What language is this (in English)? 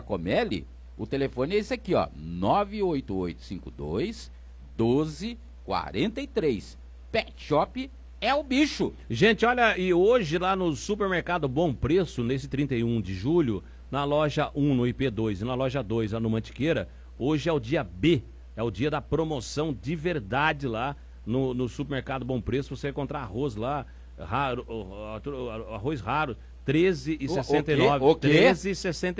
Portuguese